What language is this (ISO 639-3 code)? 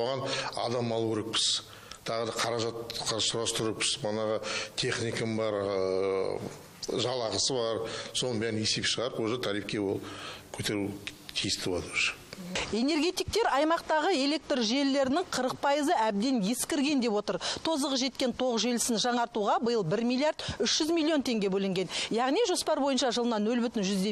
kaz